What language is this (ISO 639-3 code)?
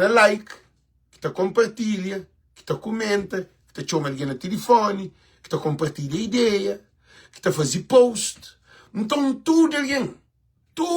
kea